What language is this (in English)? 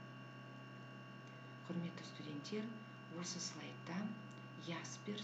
Kazakh